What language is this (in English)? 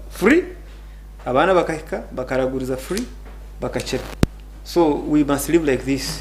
Nyankole